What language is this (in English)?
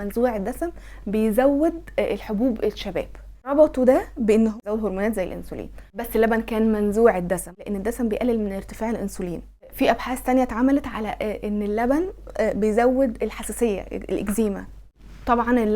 Egyptian Arabic